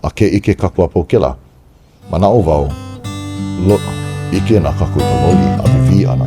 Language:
Hawaiian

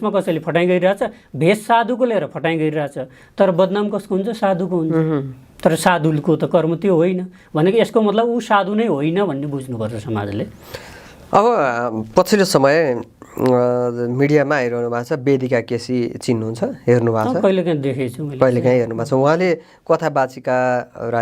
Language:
Nepali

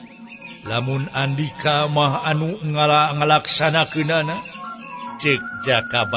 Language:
Sundanese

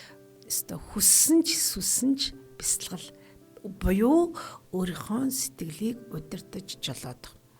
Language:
Mongolian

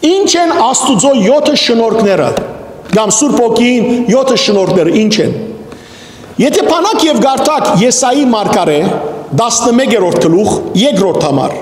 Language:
Western Armenian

